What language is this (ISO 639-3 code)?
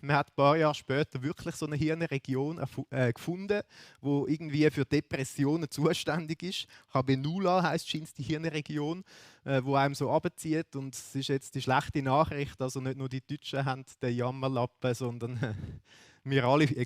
gsw